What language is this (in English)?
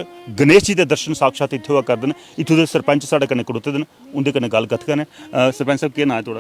Dogri